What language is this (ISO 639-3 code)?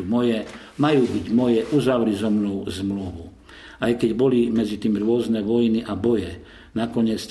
slk